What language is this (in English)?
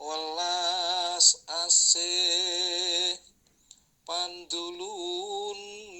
Javanese